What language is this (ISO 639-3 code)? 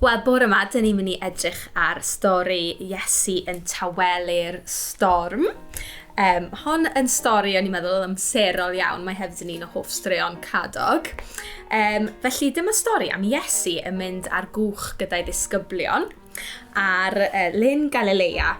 cym